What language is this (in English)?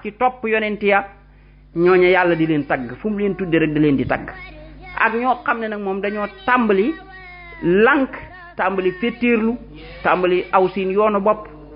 Wolof